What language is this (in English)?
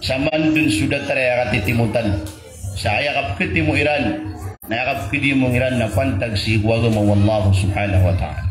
Maranao